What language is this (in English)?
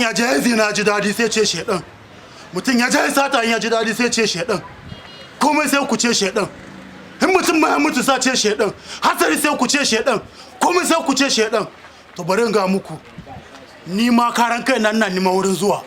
Hausa